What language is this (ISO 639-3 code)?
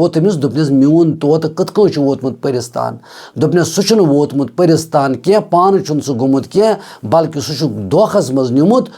kas